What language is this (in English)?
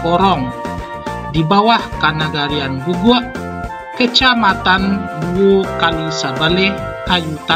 Minangkabau